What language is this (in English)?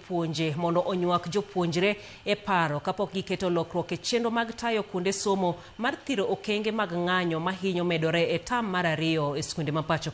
Luo (Kenya and Tanzania)